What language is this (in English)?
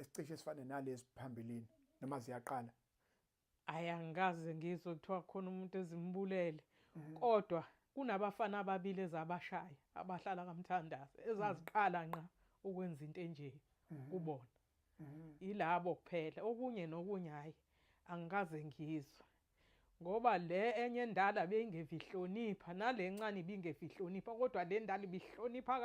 Zulu